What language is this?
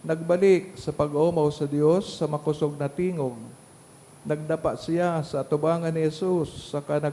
Bikol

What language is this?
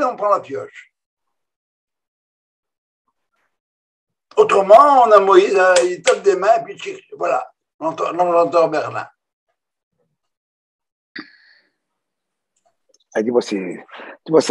French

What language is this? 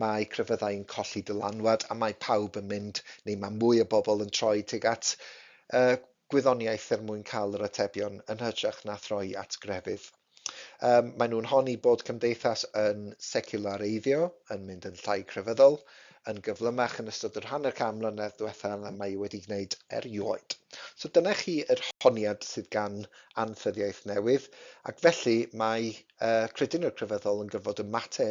Welsh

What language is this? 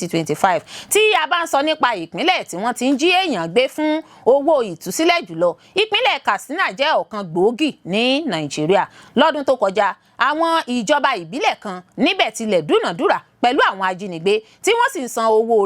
Yoruba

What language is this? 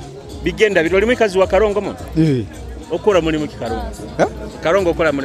Nyoro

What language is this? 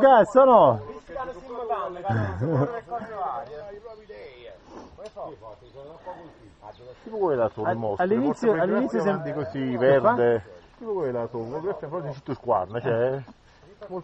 Italian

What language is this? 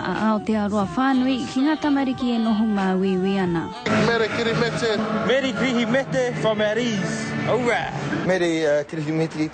Māori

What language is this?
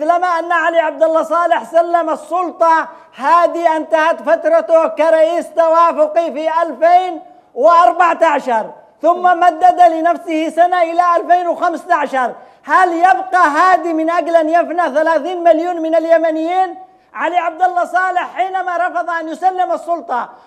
Arabic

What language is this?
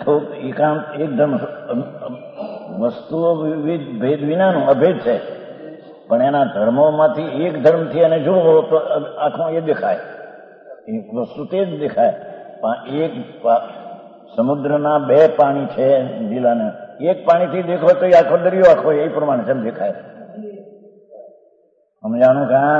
Gujarati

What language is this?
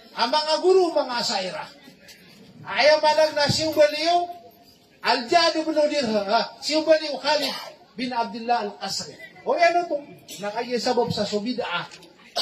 Maranao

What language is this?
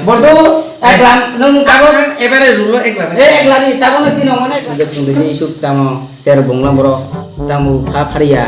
Kok Borok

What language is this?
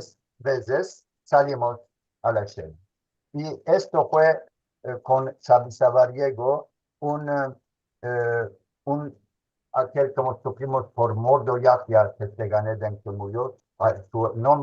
Ladino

